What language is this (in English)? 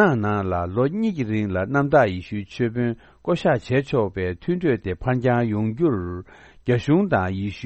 Tibetan